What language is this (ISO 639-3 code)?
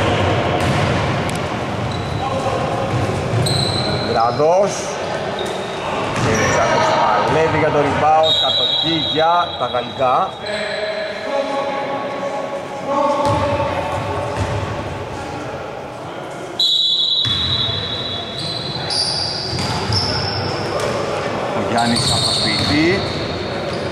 ell